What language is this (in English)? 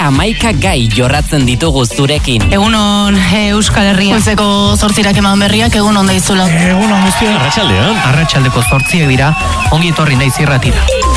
Basque